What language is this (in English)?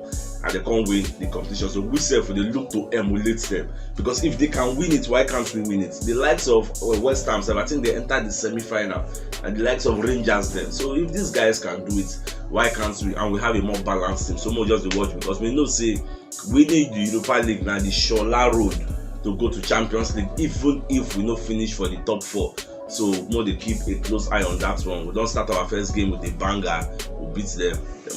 Nigerian Pidgin